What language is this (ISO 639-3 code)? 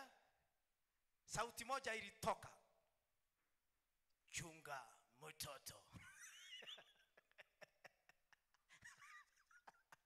swa